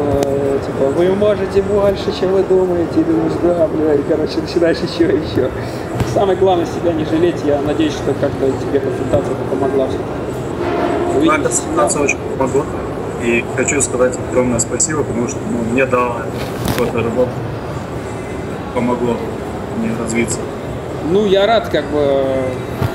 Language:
Russian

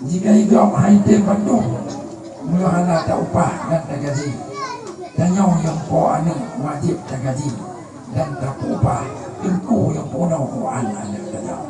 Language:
Achinese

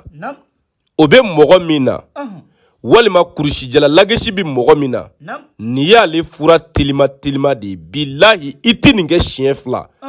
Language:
Bambara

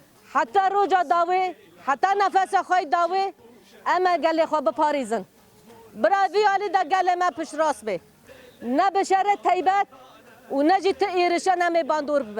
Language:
Kurdish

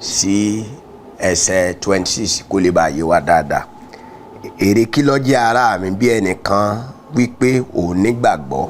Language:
Yoruba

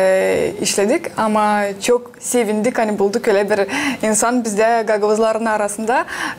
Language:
Gagauz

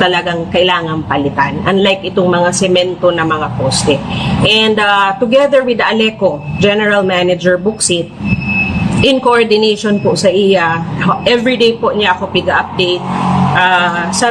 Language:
Bikol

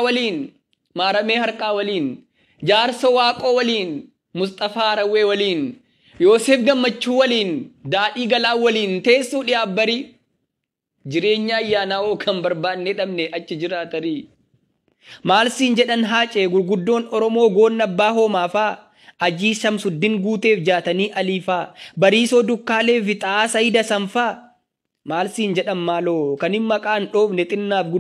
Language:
Oromo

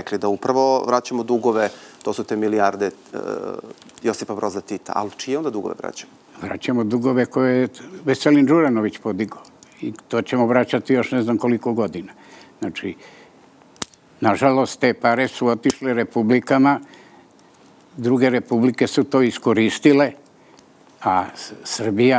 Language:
Serbian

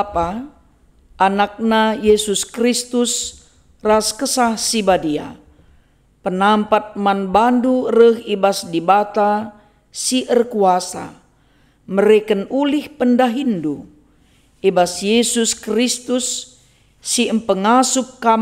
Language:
Batak Karo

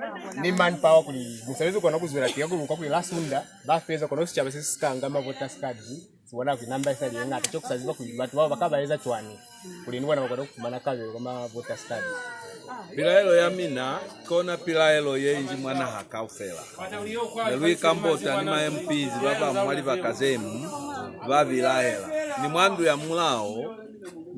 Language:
Lozi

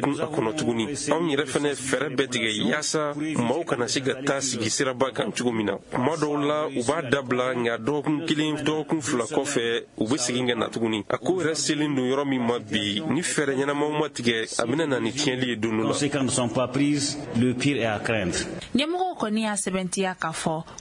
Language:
Bambara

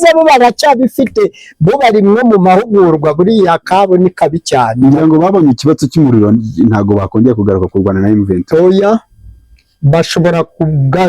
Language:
Kinyarwanda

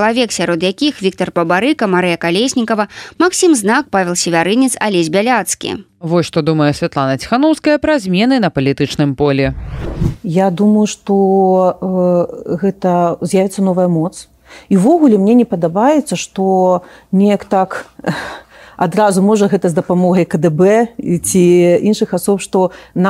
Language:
Belarusian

